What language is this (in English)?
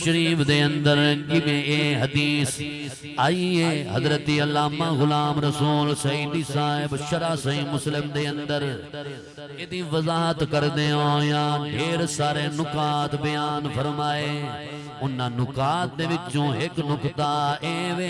Saraiki